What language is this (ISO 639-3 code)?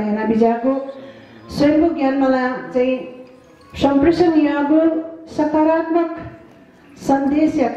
new